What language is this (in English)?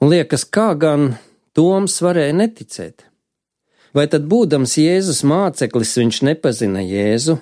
Latvian